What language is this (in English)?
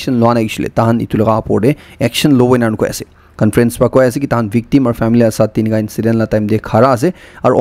Naga Pidgin